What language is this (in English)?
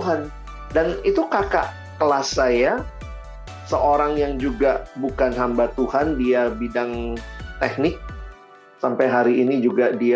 Indonesian